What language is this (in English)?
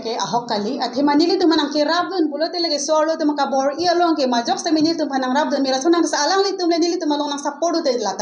Karbi